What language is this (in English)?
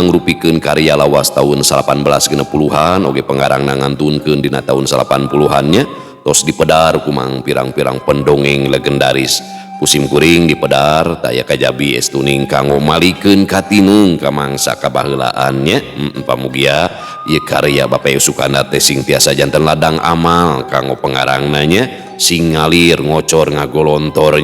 Sundanese